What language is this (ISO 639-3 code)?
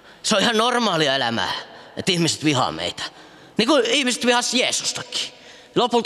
fin